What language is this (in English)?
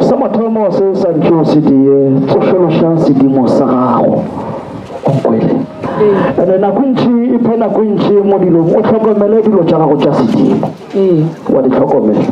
Northern Sotho